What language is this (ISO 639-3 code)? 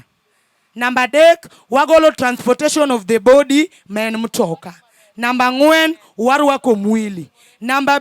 luo